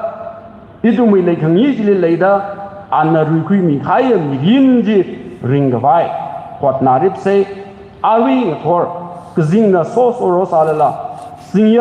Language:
Tangkhul Naga (India)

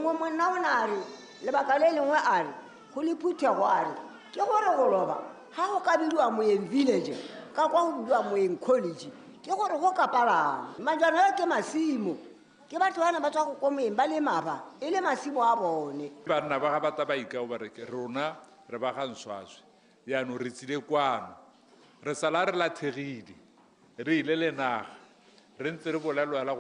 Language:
Tswana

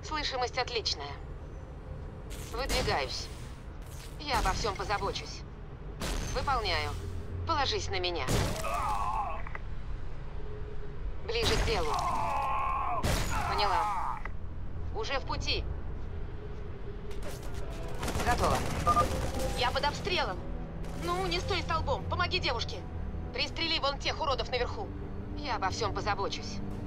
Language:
Russian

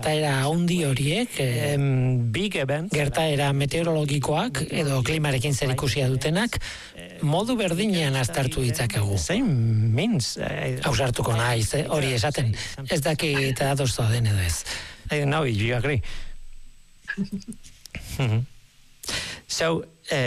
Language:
Basque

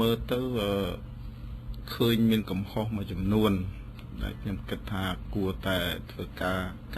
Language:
Khmer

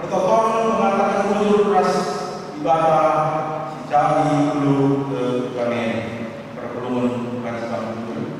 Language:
Batak Karo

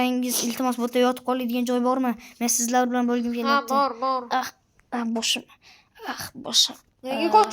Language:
Uzbek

